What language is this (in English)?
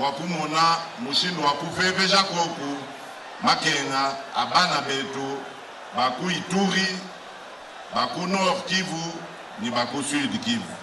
Luba-Lulua